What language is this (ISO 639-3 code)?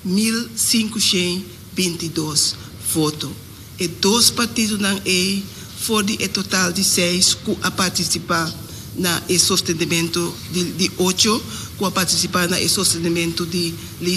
pap